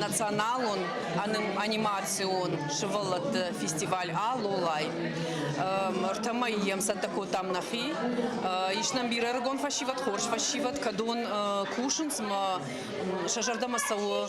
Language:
Ossetic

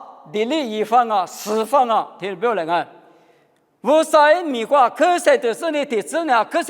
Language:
Lisu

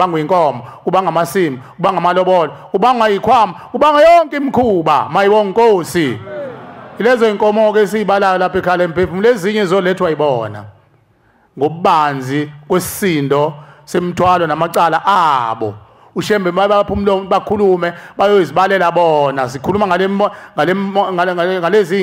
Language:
Zulu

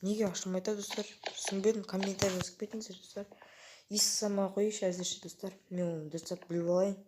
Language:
Kazakh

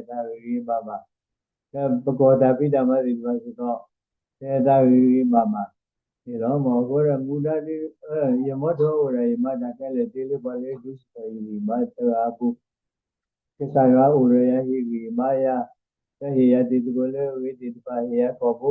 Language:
S'gaw Karen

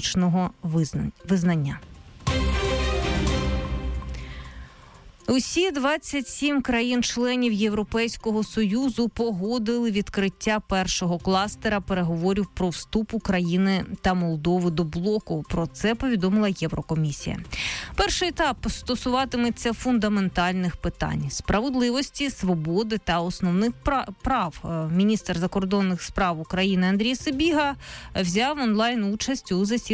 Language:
Ukrainian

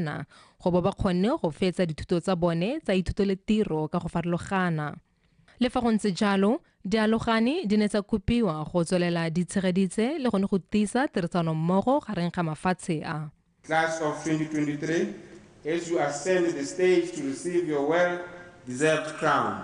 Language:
Tswana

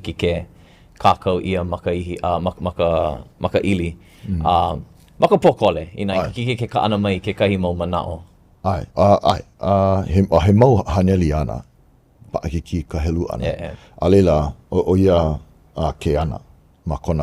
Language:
Hawaiian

